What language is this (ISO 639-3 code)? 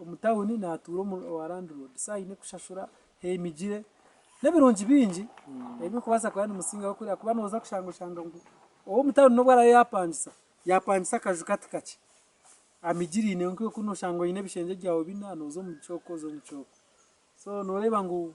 nyn